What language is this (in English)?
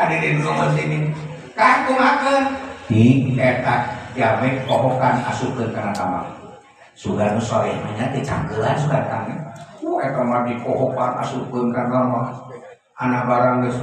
Sundanese